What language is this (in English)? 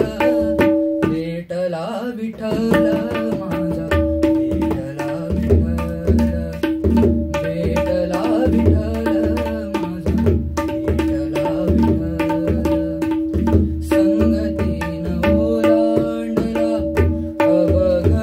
Marathi